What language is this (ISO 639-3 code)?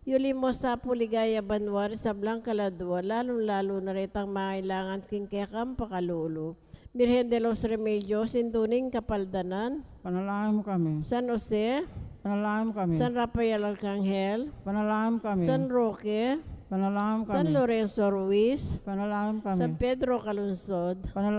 pam